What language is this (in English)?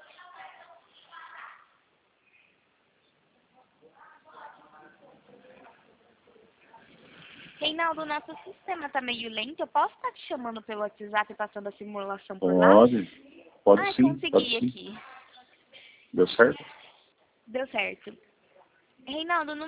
Portuguese